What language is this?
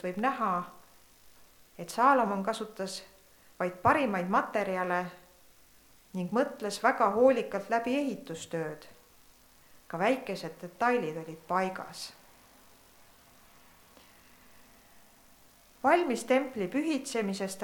Estonian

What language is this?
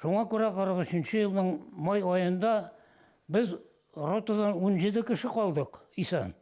Bashkir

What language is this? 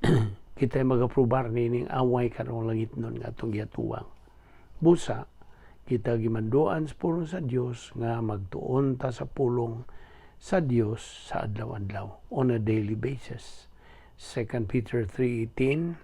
Cebuano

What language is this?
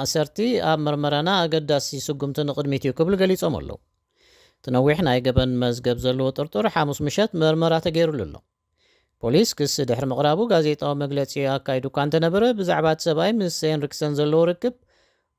Tigrinya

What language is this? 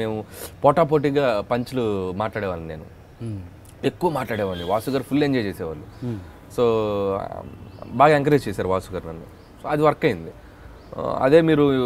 Telugu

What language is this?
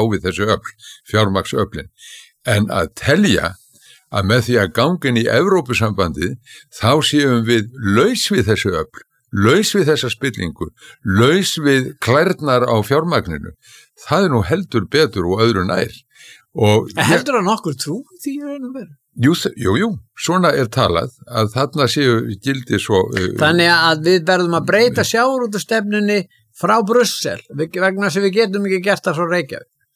Icelandic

